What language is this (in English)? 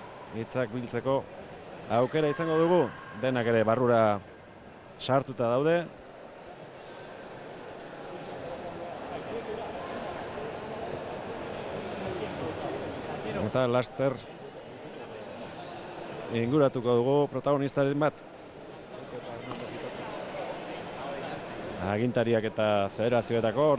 Basque